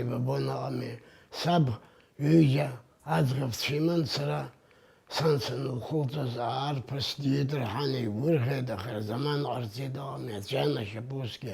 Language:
Abkhazian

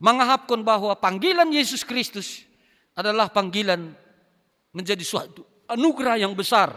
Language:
Batak Simalungun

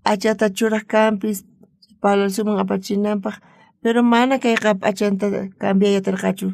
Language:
South Bolivian Quechua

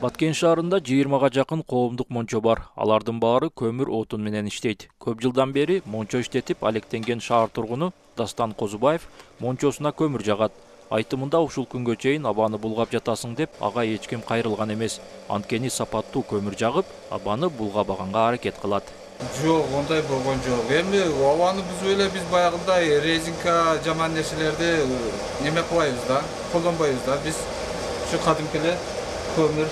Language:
Kyrgyz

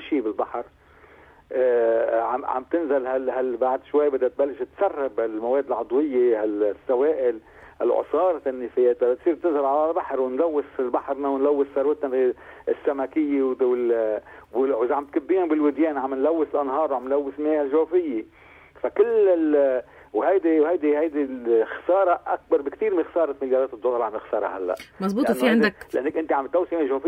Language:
North Levantine Arabic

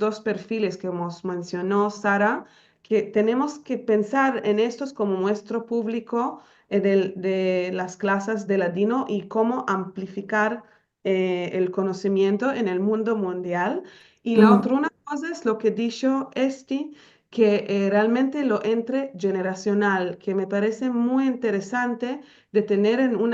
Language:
Ladino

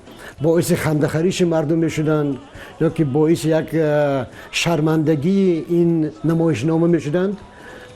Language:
Tajik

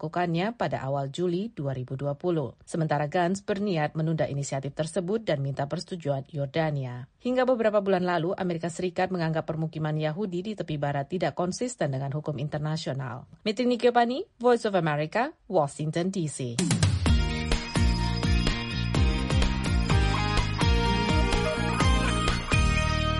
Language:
Indonesian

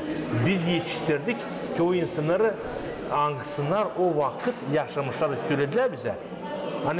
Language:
Gagauz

